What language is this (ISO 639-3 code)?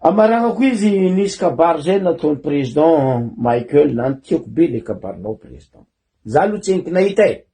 mlg